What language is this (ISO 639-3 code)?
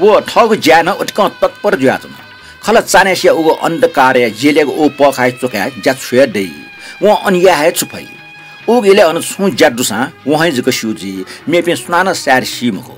new